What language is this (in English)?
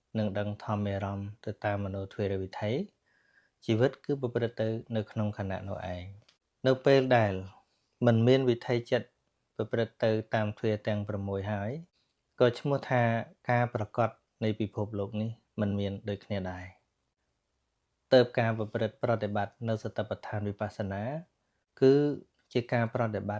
Khmer